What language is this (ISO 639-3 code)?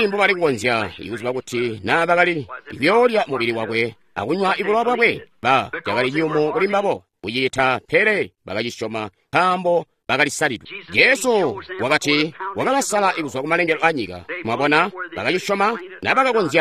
toi